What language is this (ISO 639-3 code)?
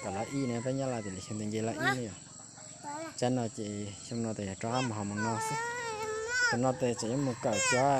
hmn